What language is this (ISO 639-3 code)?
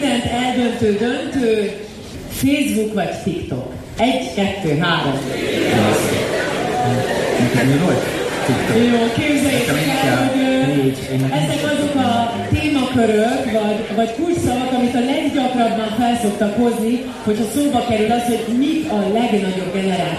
hun